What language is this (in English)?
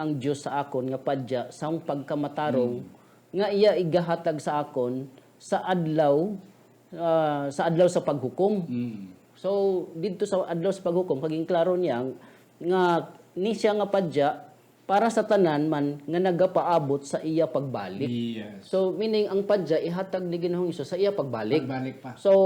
Hiligaynon